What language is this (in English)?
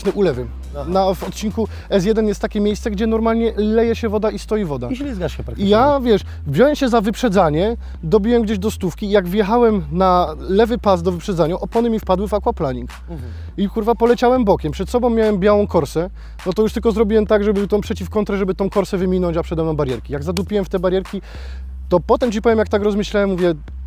Polish